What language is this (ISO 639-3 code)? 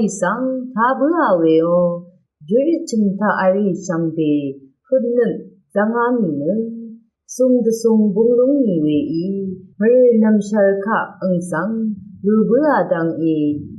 raw